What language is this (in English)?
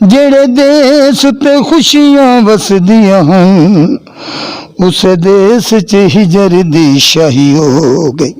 Western Panjabi